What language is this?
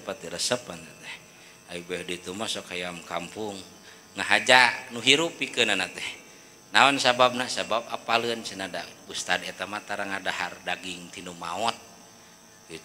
Sundanese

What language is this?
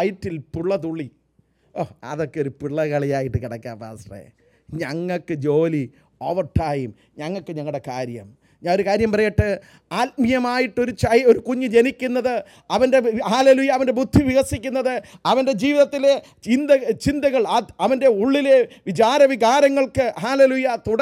Malayalam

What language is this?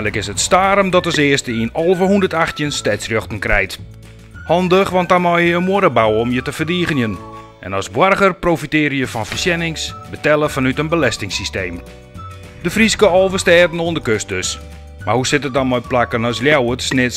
Western Frisian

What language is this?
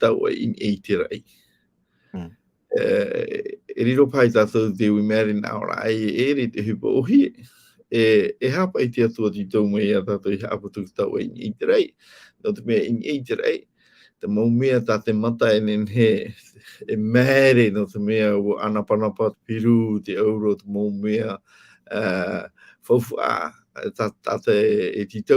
Tahitian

